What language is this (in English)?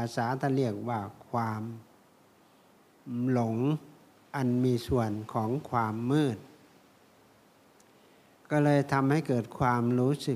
Thai